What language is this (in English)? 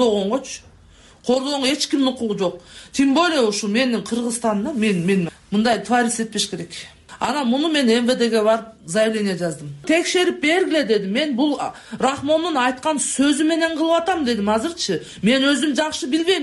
Kyrgyz